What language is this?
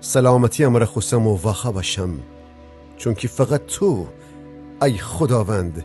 Gilaki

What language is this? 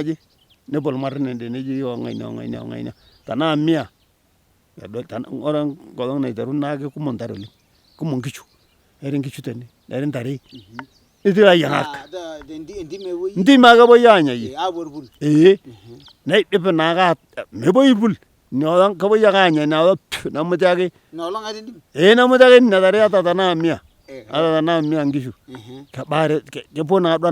Masai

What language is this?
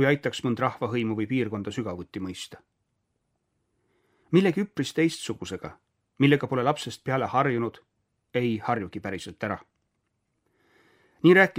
Estonian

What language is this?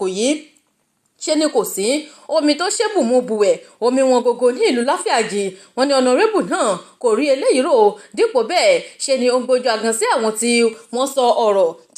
Yoruba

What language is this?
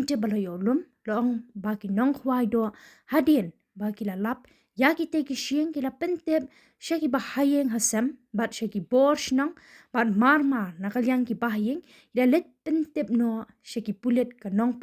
Khasi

